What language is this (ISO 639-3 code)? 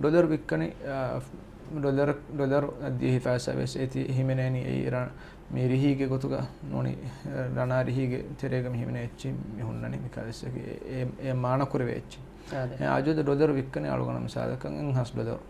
div